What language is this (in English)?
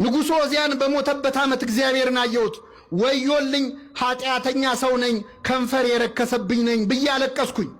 Amharic